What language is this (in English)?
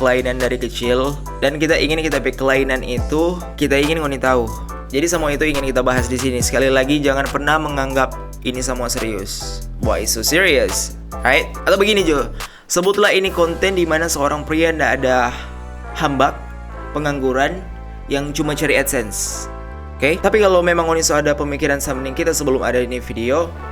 Manado Malay